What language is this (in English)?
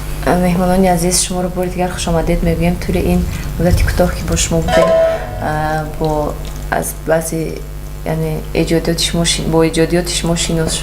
Tajik